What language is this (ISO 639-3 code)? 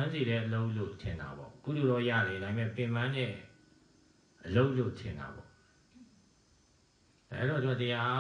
mya